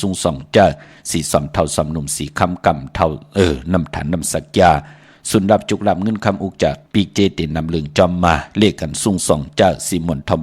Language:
Shan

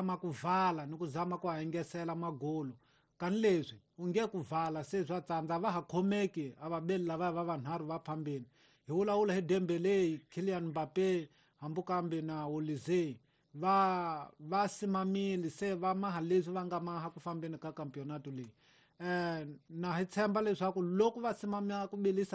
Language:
Tsonga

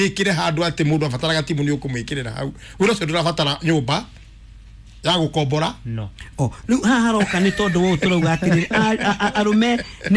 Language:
Kikuyu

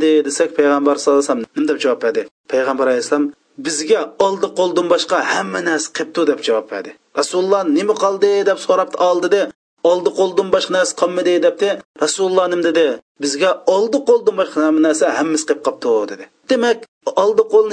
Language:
Uyghur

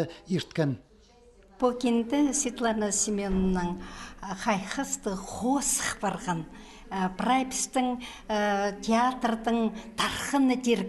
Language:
Khakas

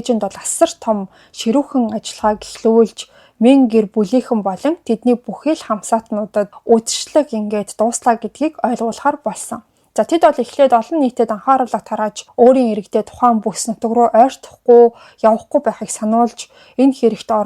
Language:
Mongolian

